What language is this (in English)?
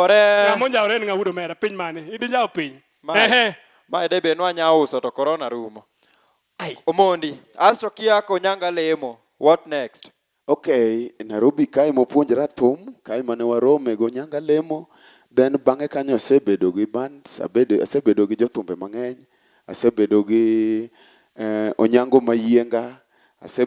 Luo (Kenya and Tanzania)